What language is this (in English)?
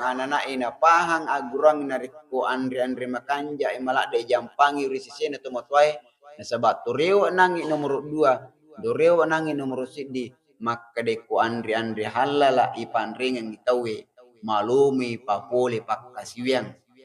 Buginese